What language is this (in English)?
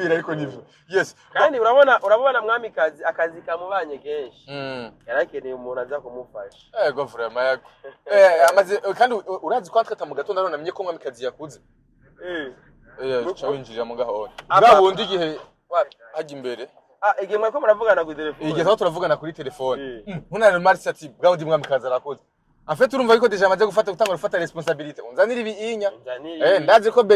Rundi